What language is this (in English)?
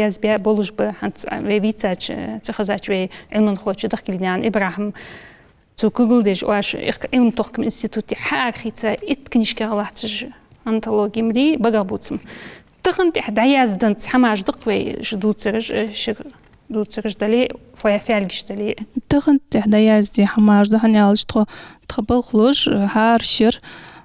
Ingush